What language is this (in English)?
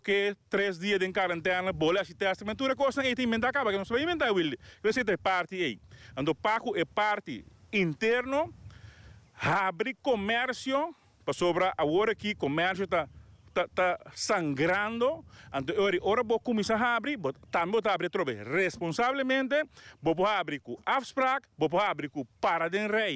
Papiamento